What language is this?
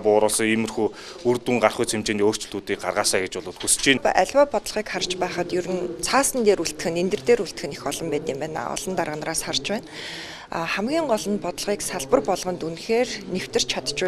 Mongolian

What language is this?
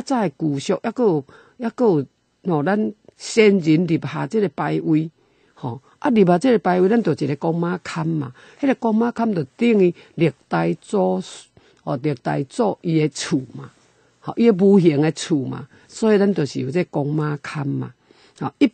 Min Nan Chinese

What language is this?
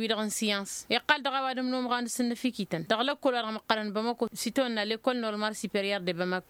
Tamasheq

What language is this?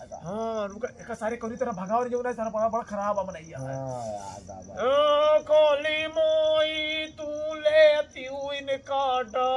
Awadhi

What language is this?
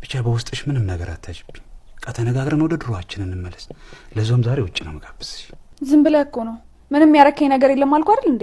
Amharic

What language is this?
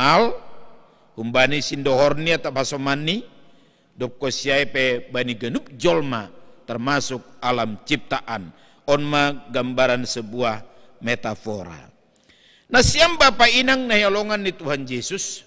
Batak Simalungun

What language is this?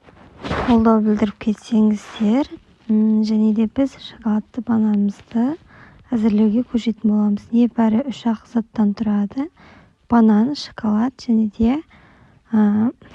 Kazakh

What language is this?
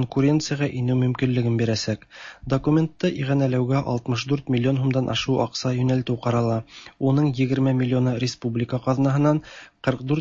Tatar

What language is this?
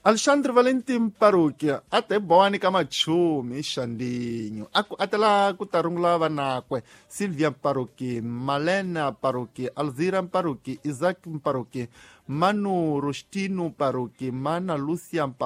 Tsonga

